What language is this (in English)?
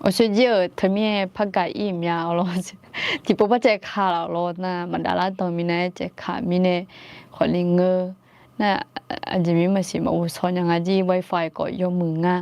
Akha